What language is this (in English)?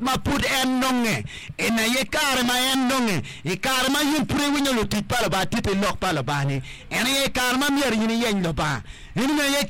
Acoli